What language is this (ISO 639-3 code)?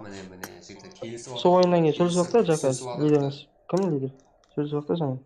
kaa